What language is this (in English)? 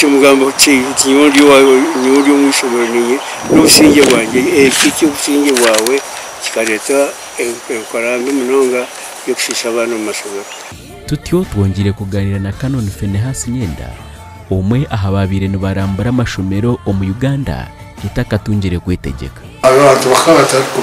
Nyankole